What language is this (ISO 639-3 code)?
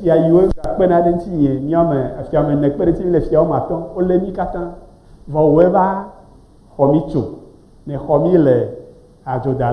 ewe